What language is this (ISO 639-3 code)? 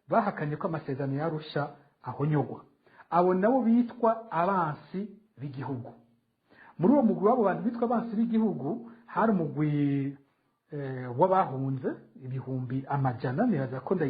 run